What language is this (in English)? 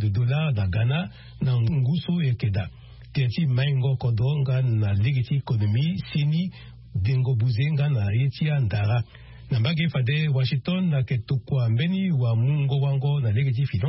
Sango